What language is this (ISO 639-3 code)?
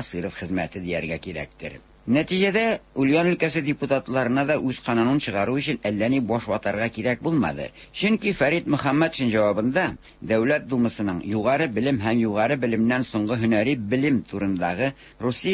tat